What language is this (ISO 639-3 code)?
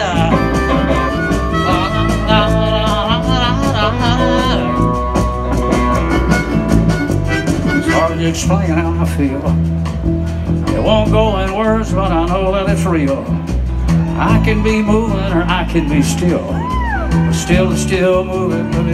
eng